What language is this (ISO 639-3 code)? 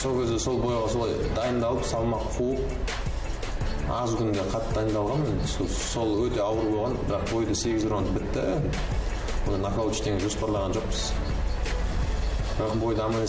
kaz